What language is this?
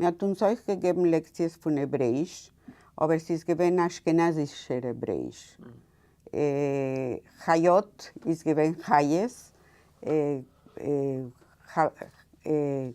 Yiddish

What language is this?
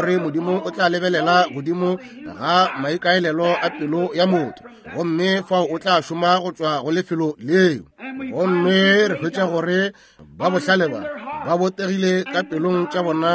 Northern Sotho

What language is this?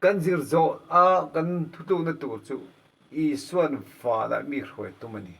Mizo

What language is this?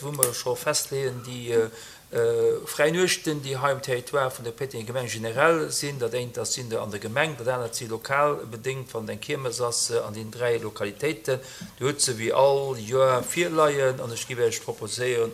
Luxembourgish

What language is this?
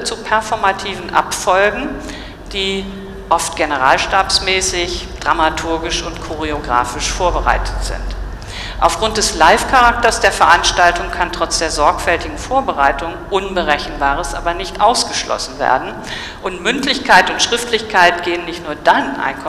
German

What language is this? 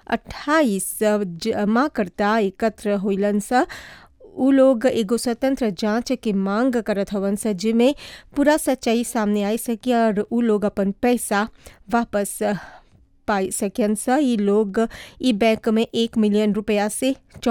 Bhojpuri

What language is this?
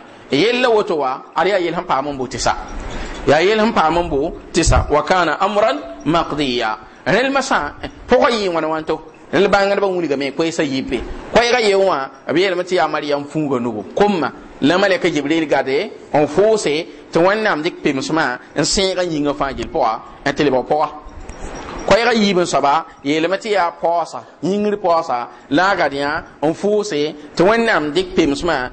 Mossi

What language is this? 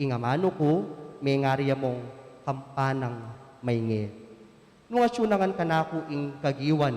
Pampanga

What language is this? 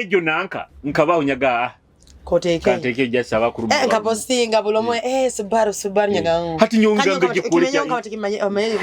Nyoro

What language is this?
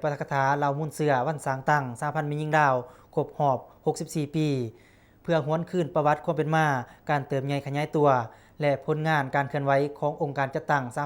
Lao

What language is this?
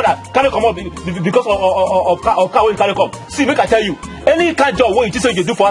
Nigerian Pidgin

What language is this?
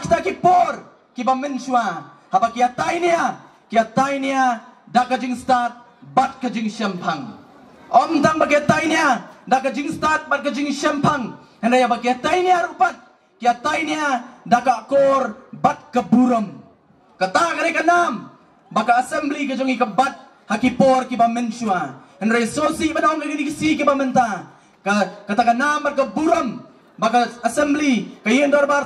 Khasi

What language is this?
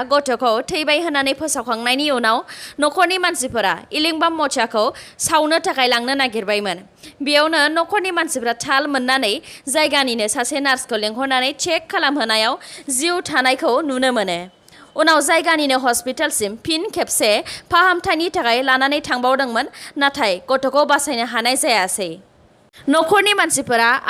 Bodo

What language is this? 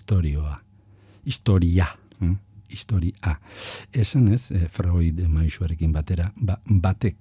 Basque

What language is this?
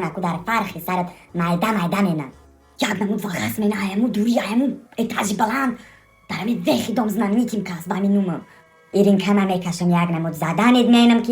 Tajik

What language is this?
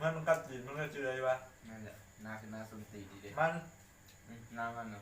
Lao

